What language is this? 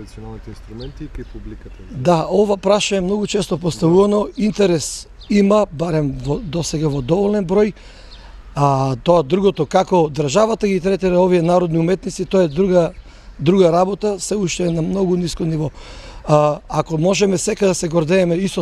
Macedonian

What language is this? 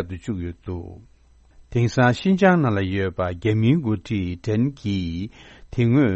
Tibetan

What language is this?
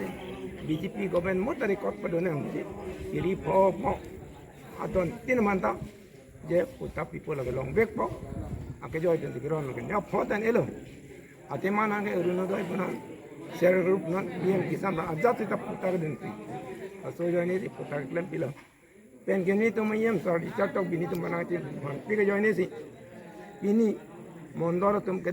Karbi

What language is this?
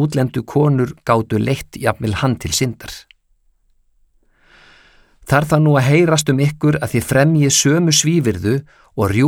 Icelandic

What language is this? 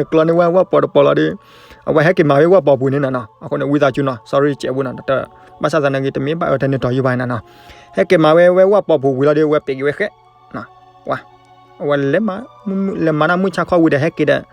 S'gaw Karen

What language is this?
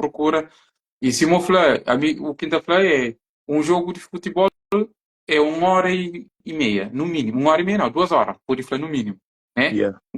Kabuverdianu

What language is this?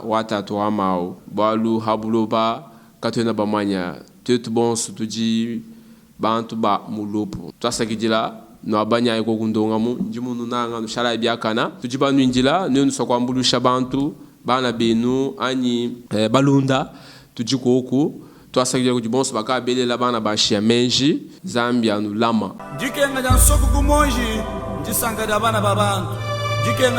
Luba-Lulua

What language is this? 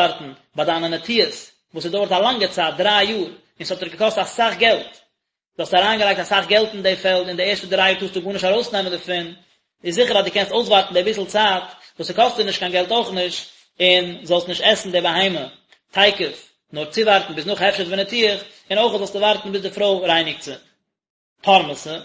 Yiddish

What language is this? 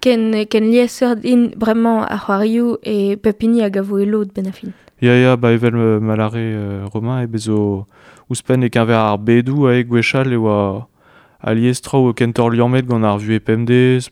Breton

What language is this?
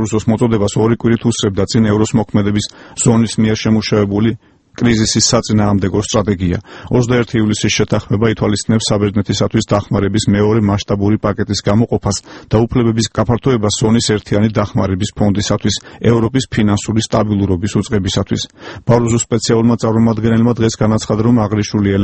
Georgian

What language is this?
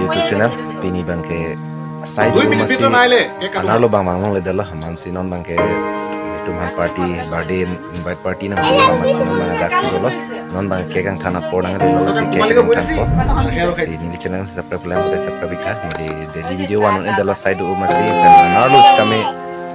Karbi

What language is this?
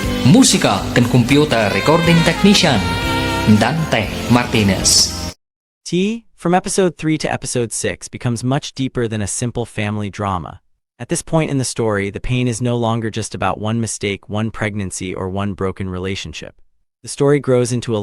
Iloko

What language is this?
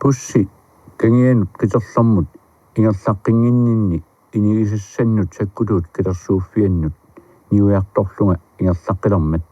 Kalaallisut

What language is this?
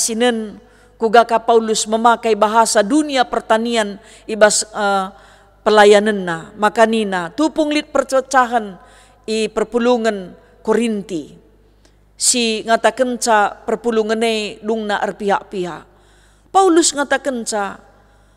Batak Karo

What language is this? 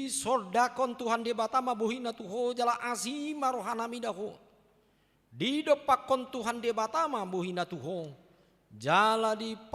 Batak Toba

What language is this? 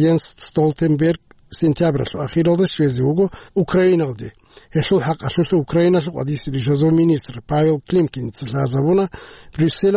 Avaric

